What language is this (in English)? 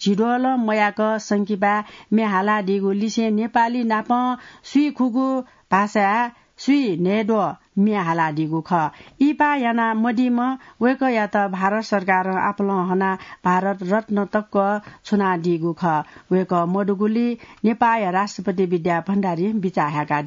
Newari